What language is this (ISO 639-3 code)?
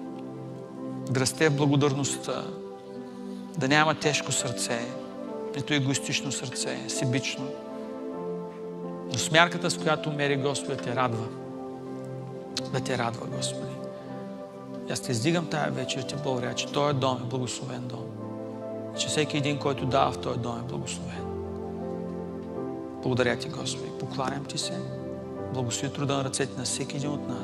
bul